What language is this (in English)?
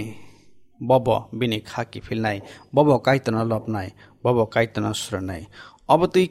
Kok Borok